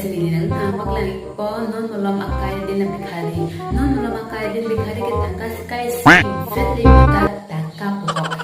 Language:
Karbi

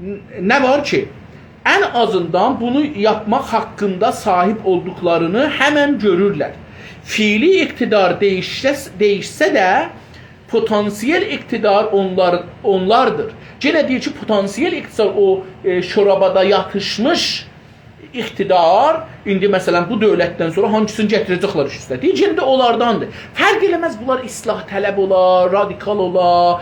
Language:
South Azerbaijani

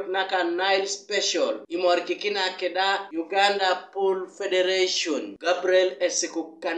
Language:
Teso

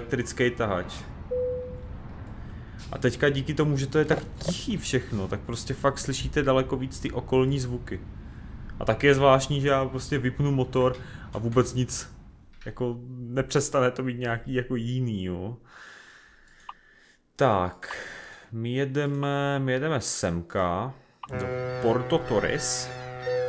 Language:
Czech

